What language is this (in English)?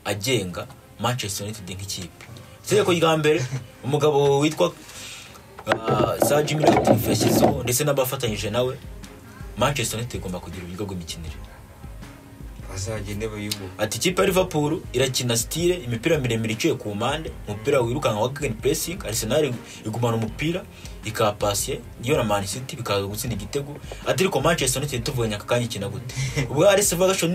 Kinyarwanda